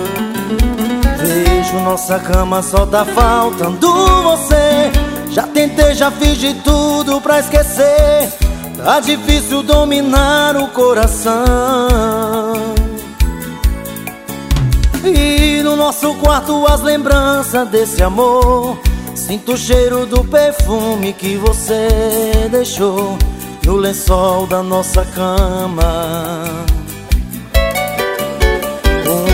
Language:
Portuguese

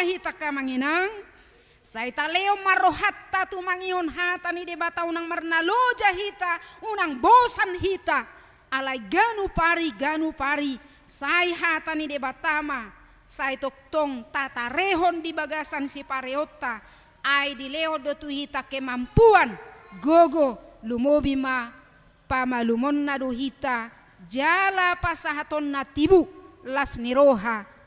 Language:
Batak Toba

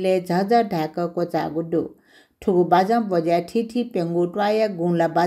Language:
Newari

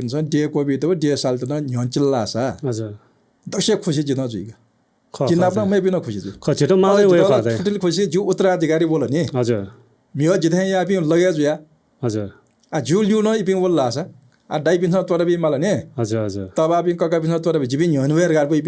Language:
Newari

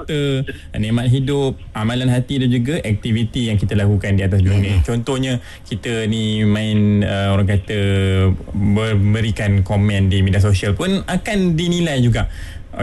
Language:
Malay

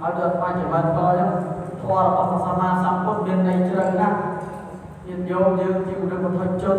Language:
Khmer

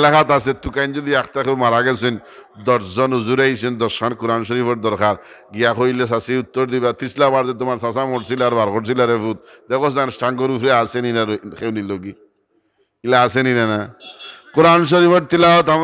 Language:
Sylheti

